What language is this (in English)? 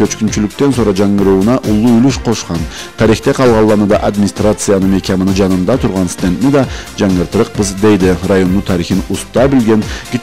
Karachay-Balkar